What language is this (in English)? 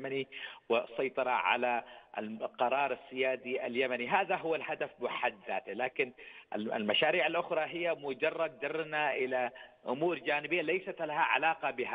Arabic